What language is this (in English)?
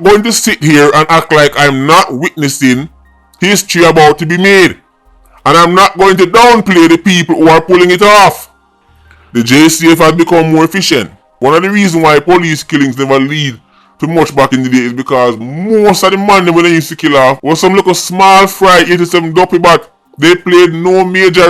Jamaican Creole English